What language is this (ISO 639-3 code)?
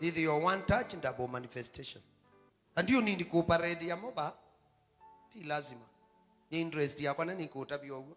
kam